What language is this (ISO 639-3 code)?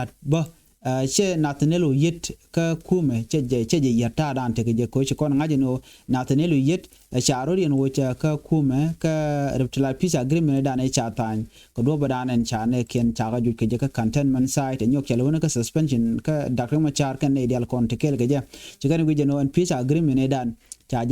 nus